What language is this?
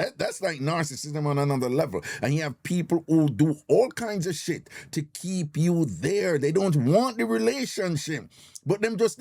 Jamaican Creole English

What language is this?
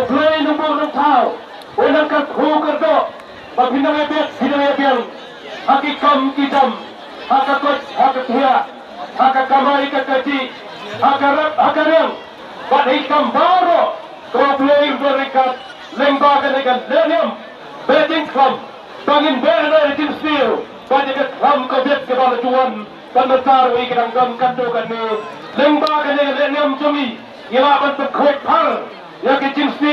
Khasi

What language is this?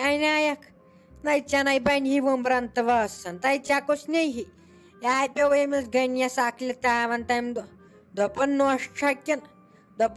Kashmiri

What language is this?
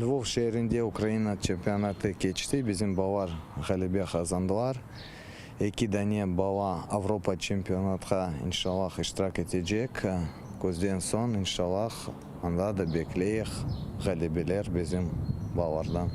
Crimean Tatar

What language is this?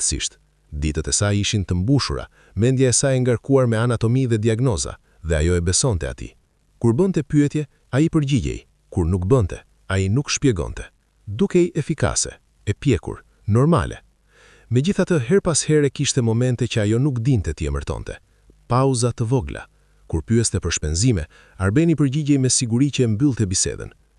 Albanian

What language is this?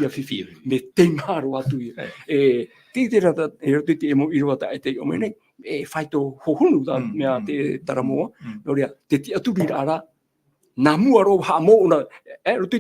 Tahitian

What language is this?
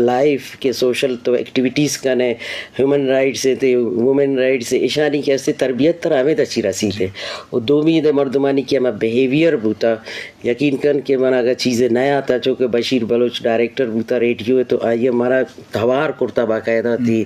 Eastern Balochi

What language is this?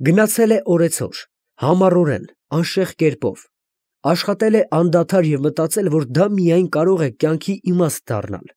Armenian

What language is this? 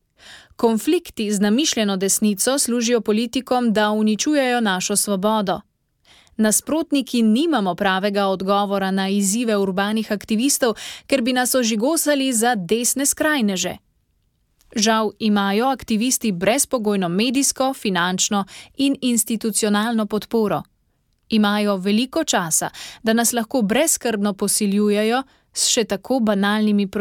Slovenian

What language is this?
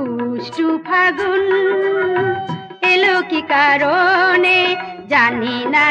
Bangla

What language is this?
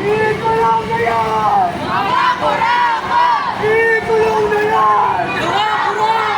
Bikol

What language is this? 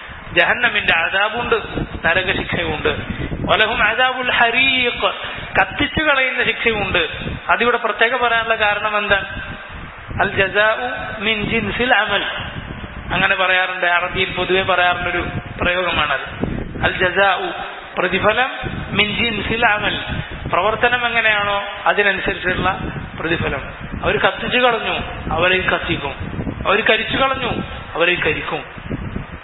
Malayalam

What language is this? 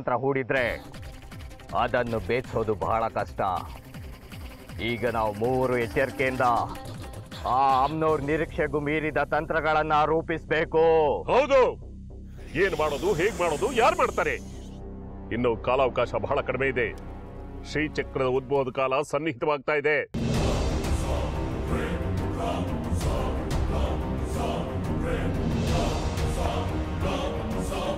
Kannada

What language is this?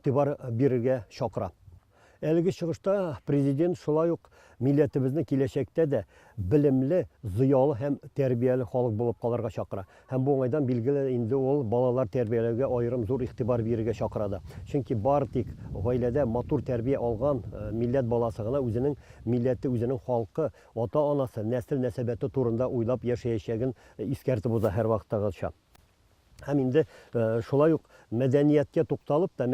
Tatar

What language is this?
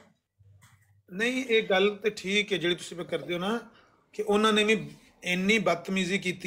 Punjabi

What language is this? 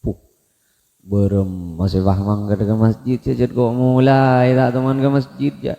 Madurese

